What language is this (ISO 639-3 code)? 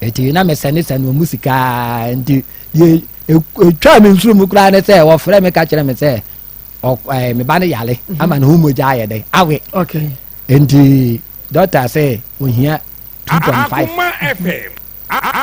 aka